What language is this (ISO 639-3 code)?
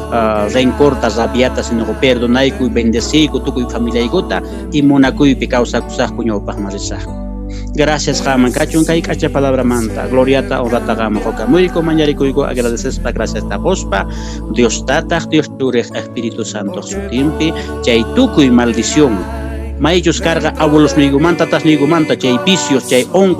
que